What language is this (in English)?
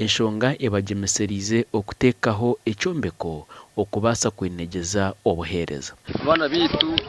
Nyankole